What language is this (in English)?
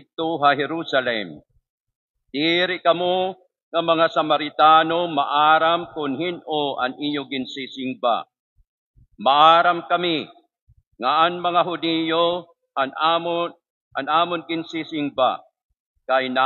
Waray